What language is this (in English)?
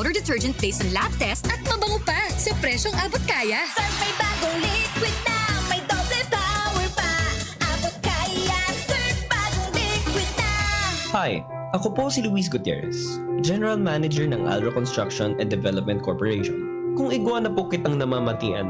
Bikol